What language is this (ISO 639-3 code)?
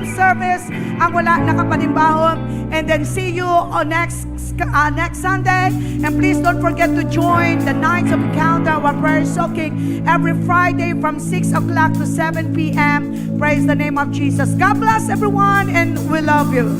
hil